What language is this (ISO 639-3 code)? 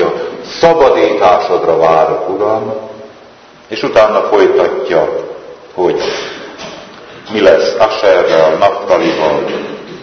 hun